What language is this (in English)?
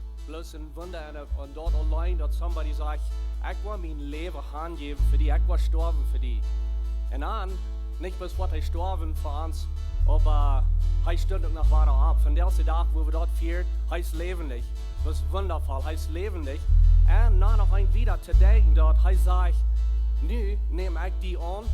Plautdietsch